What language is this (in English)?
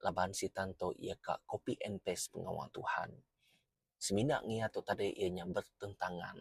Iban